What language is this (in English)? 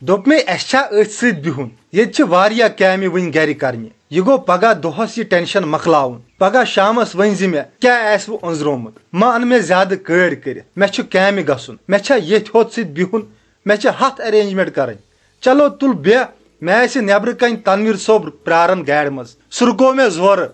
Kashmiri